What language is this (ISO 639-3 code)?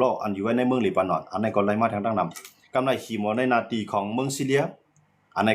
shn